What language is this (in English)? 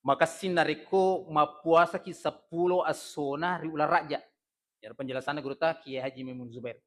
Buginese